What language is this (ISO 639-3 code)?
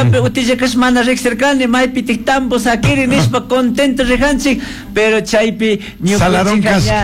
qug